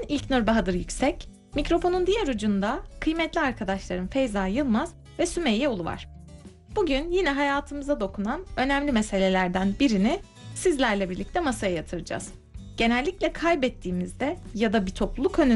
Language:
Turkish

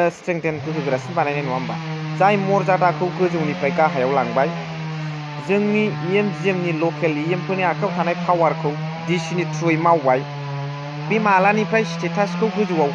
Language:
Bodo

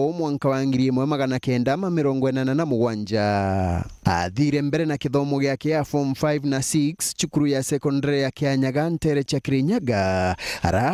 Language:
Meru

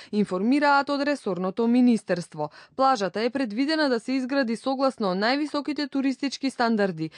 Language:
Macedonian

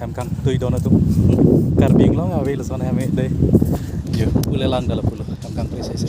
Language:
Karbi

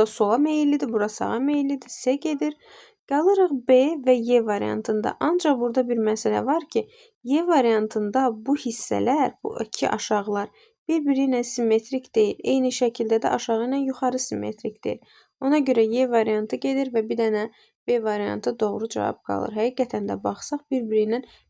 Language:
Azerbaijani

